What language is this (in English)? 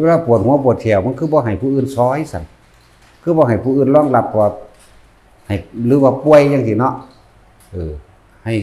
Northeastern Thai